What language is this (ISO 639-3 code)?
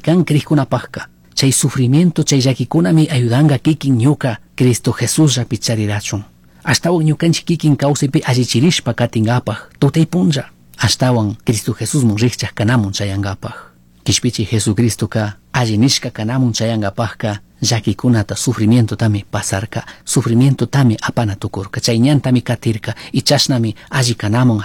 qug